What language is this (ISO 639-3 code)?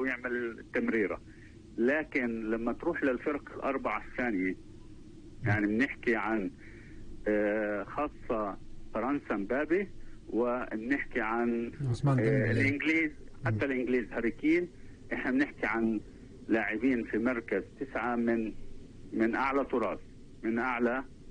apc